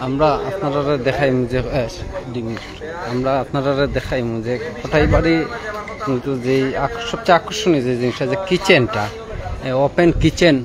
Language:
Sylheti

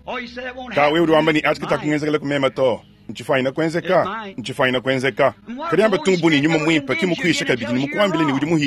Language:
Luba-Lulua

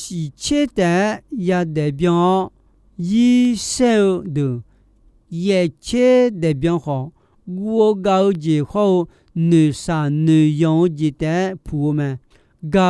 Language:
Akha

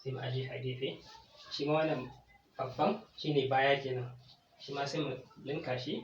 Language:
Hausa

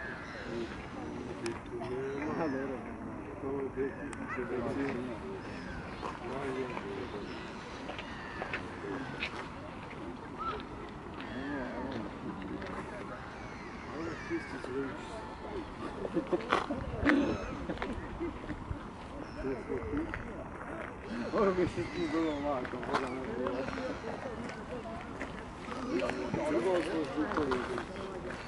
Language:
Croatian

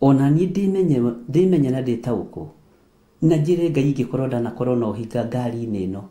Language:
Kikuyu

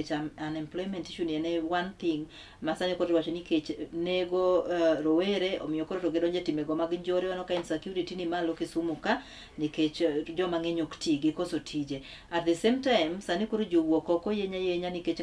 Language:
Luo (Kenya and Tanzania)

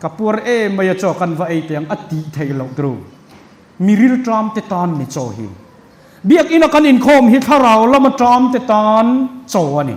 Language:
Mizo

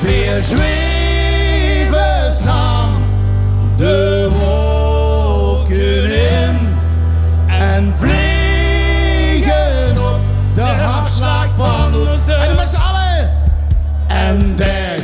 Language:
Limburgish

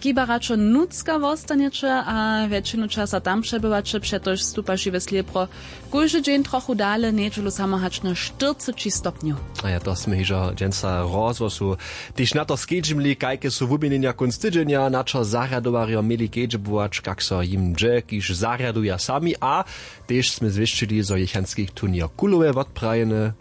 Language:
Upper Sorbian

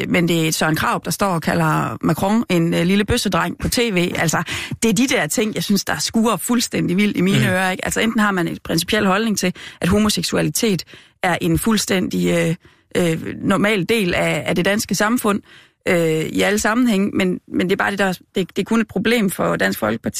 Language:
Danish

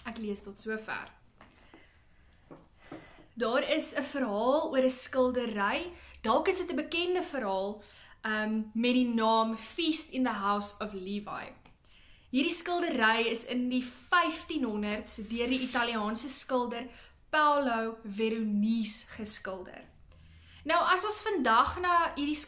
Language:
Afrikaans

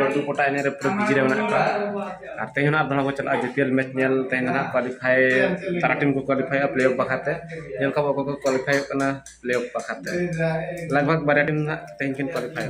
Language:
Santali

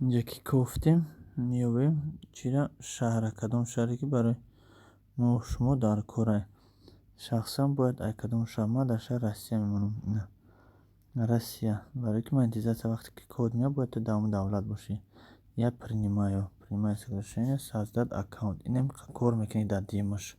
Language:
Tajik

